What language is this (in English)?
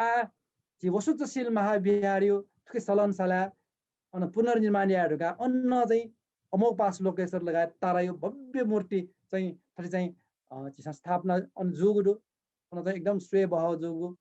Newari